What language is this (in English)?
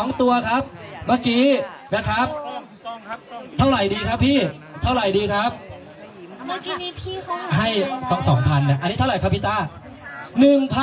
Thai